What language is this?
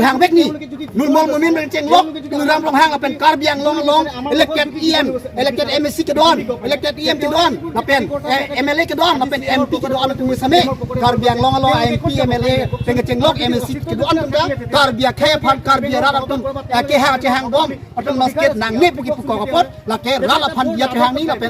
Karbi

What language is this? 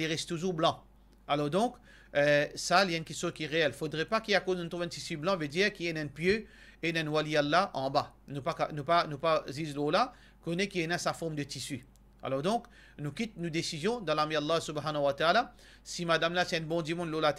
Morisyen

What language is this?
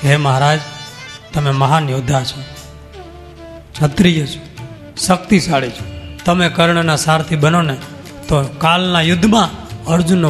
Gujarati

